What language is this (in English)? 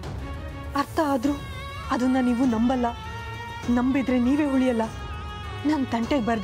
Kannada